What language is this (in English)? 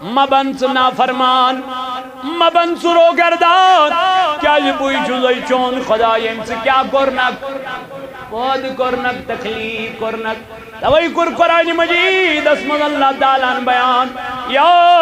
Kashmiri